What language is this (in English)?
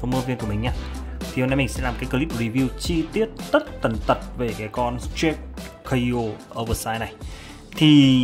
Vietnamese